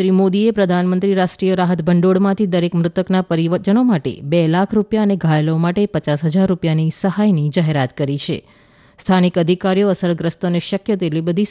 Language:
Gujarati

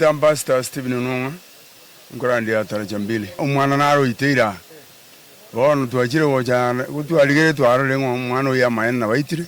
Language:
Gusii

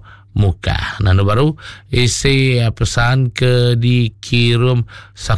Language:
Iban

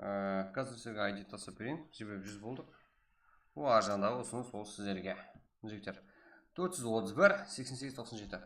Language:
Kara-Kalpak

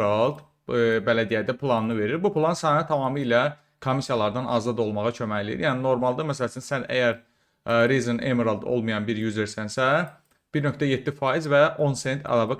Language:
Azerbaijani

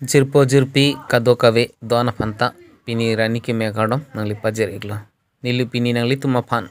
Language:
Karbi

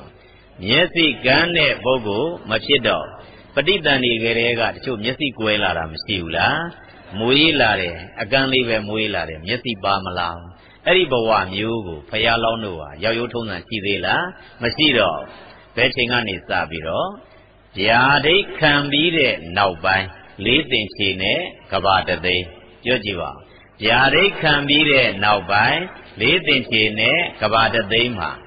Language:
Burmese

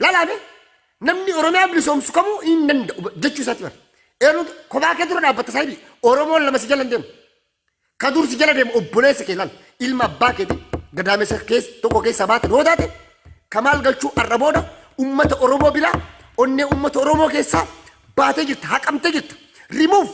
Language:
Oromo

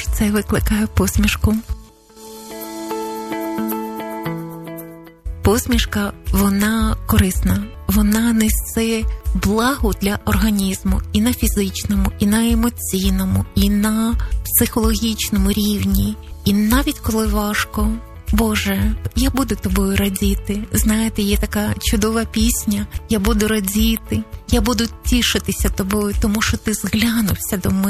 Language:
Ukrainian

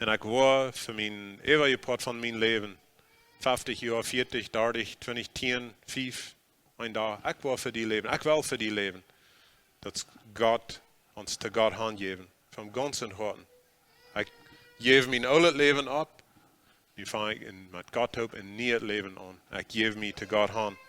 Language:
Plautdietsch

